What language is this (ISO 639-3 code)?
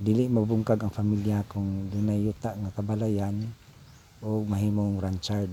ceb